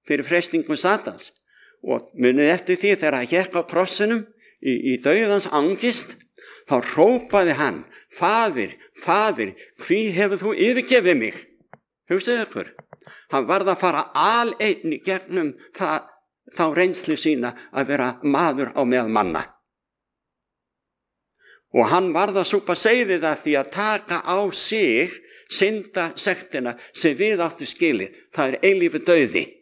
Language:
Icelandic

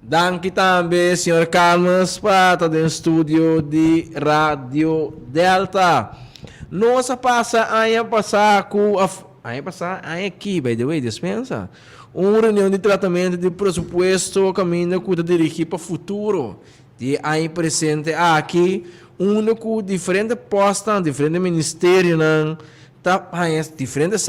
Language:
Papiamento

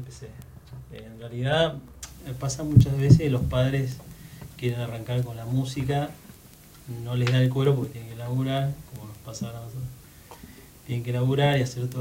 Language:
Spanish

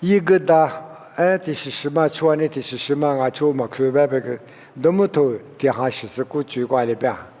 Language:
Lisu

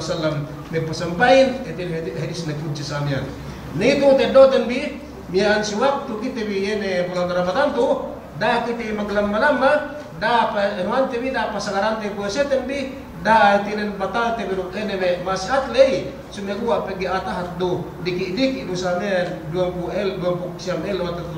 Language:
Yakan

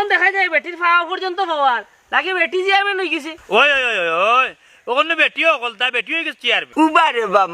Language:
Sylheti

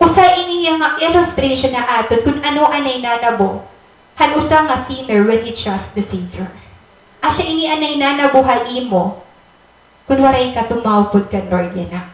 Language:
Waray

